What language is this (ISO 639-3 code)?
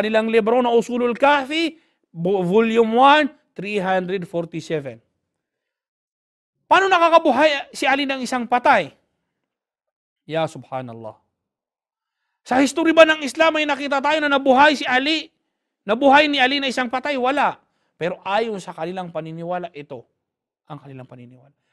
fil